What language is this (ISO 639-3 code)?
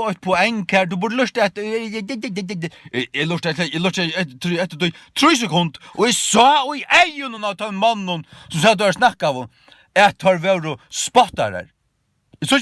fao